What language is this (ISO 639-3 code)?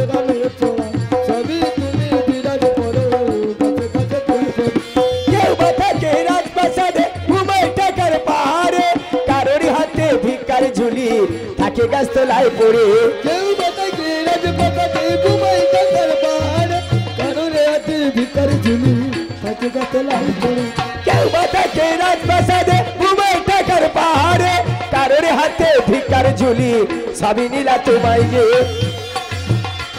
ben